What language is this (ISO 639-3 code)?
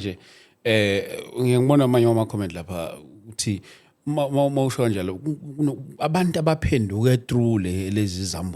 zul